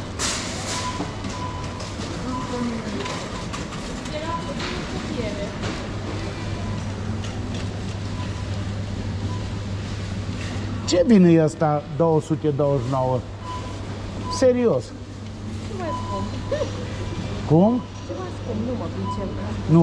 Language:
Romanian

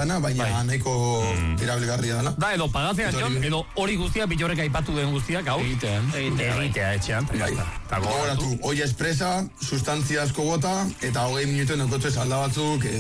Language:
Basque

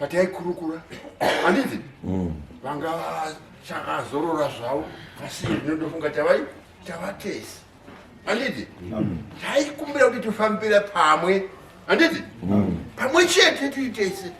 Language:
Shona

